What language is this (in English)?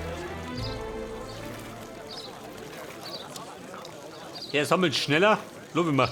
Bavarian